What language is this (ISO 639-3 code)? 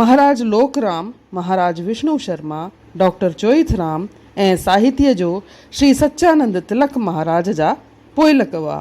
snd